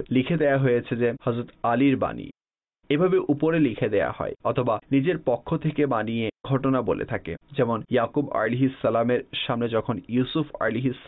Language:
Bangla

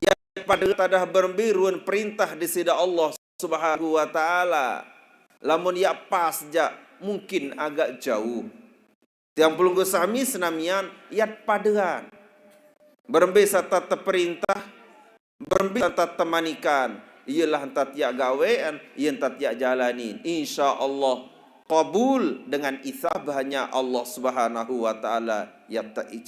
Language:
Sasak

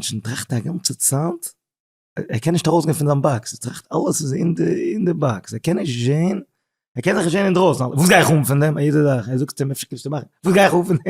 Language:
Yiddish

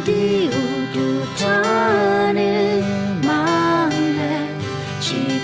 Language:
Akha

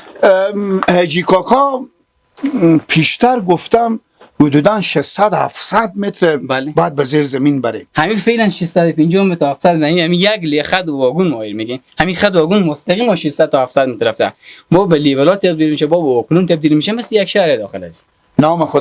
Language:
Persian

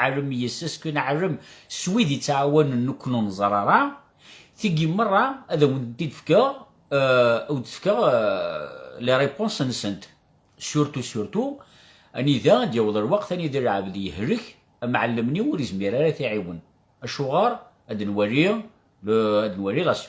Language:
Kabyle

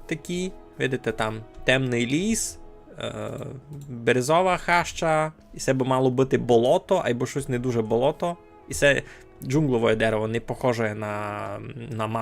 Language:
Rusyn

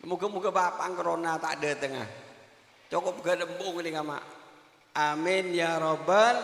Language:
Madurese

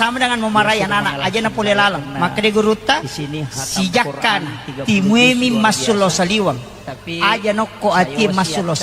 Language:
Buginese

